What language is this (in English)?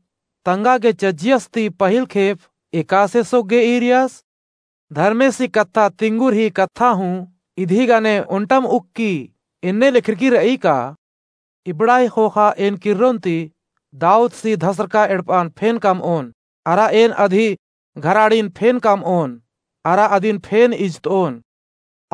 Kurukh